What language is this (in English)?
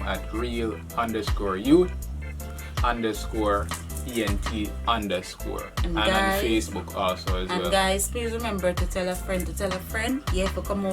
Jamaican Creole English